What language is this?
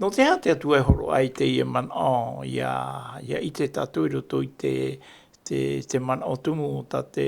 Tahitian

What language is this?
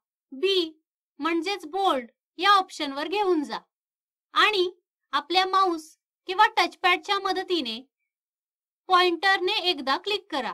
Marathi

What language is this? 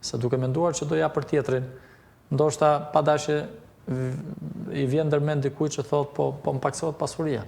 Albanian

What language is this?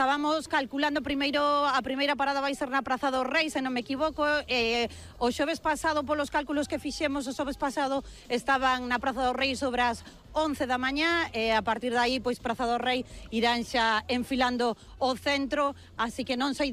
Galician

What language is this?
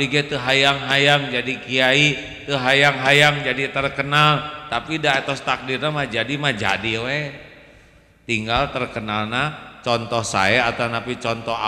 Sundanese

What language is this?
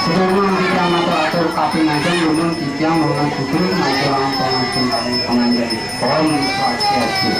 Balinese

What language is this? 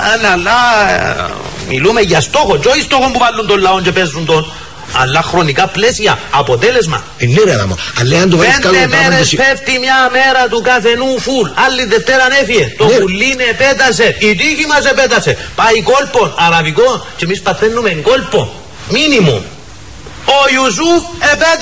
Greek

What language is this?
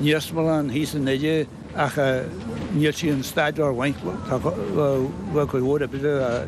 Irish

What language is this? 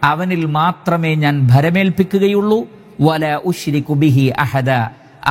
Malayalam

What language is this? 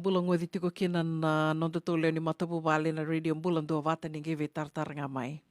Fijian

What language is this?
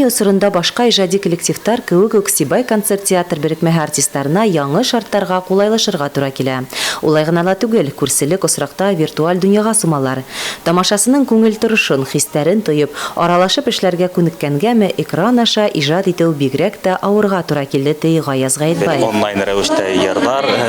Bashkir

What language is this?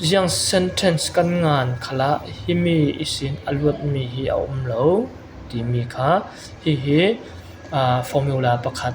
Falam Chin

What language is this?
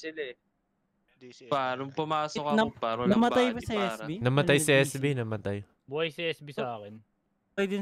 Filipino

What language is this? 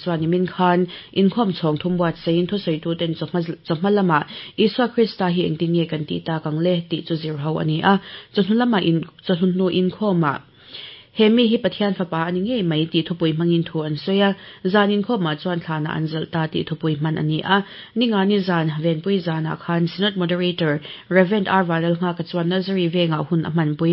Mizo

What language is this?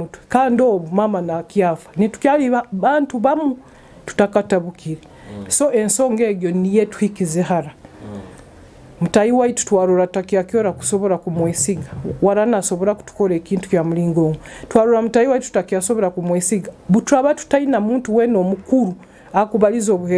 Nyoro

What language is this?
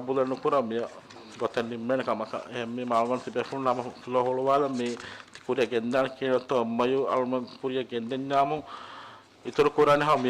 Divehi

